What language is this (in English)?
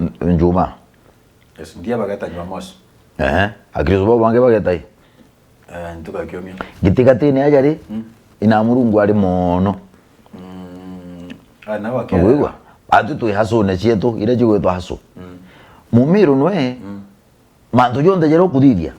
Meru